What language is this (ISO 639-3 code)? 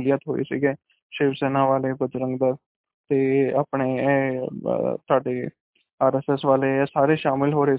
pan